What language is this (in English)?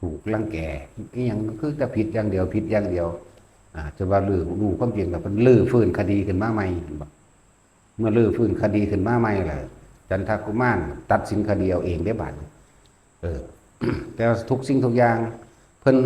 Lao